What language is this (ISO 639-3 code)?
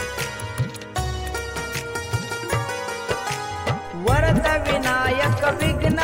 mar